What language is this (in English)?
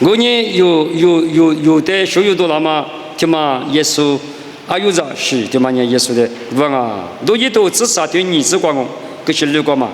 Lisu